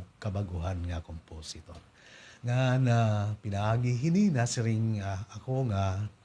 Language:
Waray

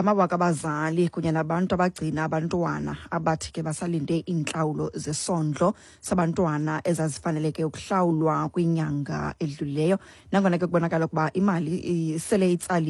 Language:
Xhosa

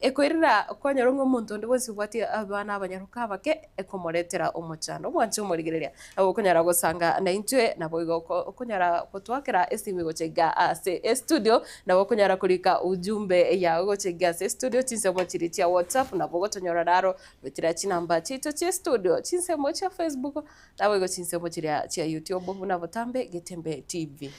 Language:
Gusii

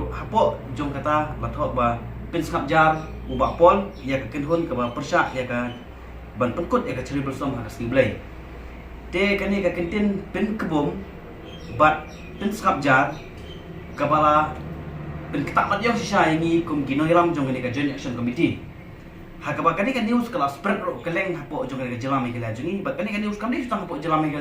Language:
Khasi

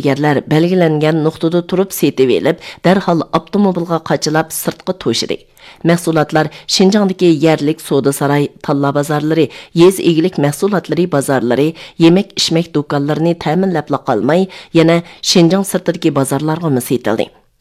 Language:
Uyghur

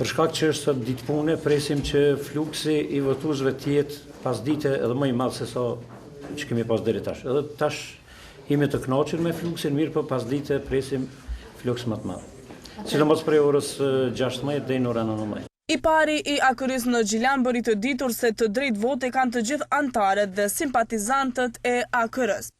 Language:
Albanian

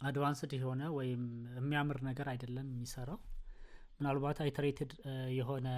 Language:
Amharic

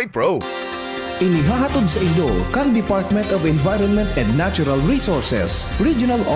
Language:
Bikol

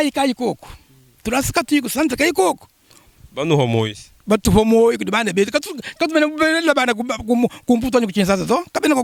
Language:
Luba-Lulua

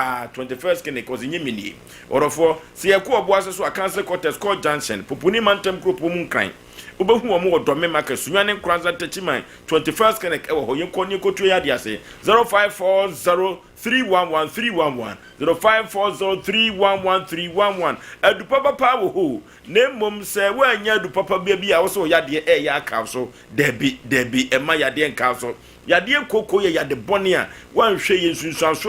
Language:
Akan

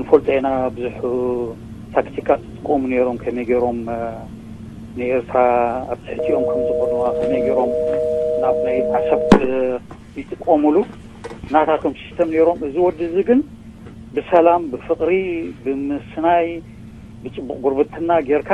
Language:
Tigrinya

